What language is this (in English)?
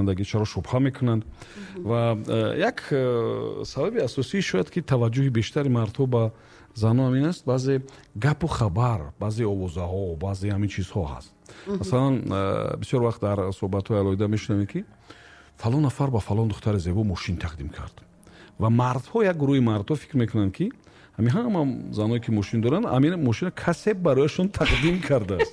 Tajik